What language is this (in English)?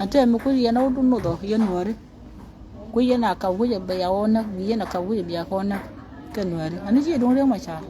Nuer